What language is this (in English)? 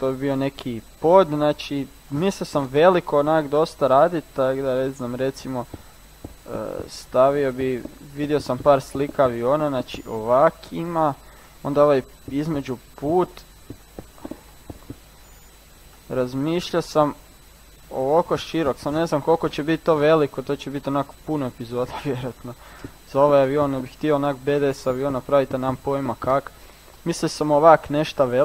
Croatian